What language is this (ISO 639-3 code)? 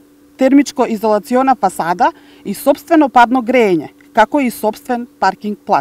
mkd